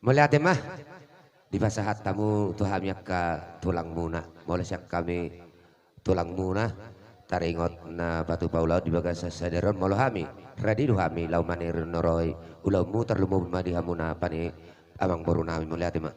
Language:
Batak Toba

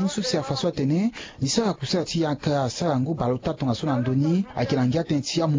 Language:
Sango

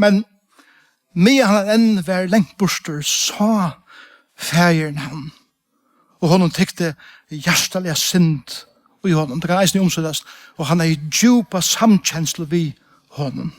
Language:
Faroese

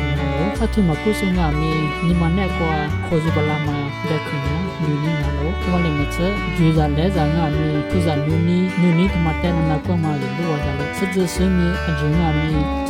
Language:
Lisu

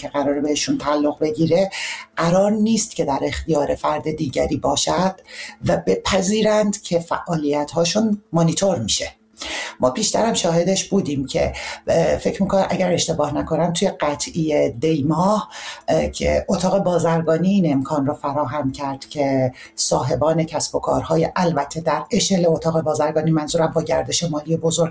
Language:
Persian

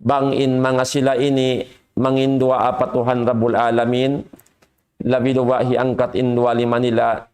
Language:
Tausug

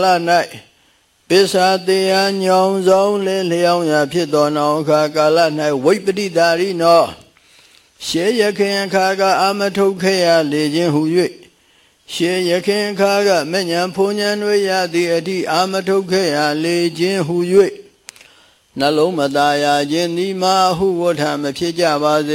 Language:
Burmese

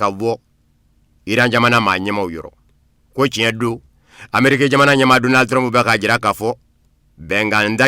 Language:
Bambara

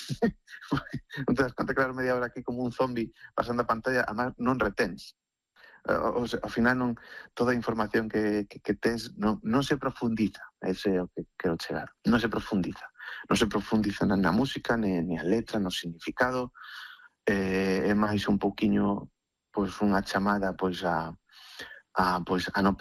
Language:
Galician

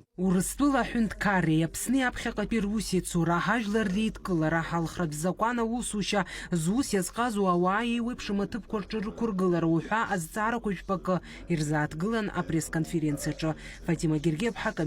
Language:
Abkhazian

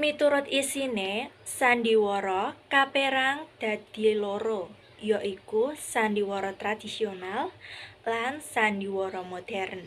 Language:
Javanese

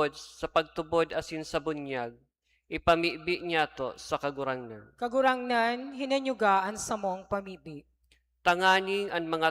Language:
Bikol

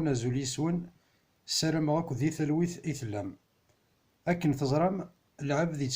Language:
Kabyle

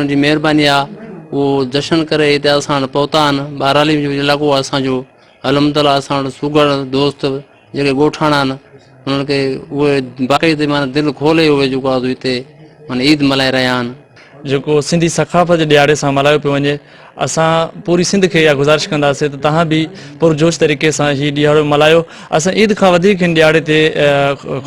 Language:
Sindhi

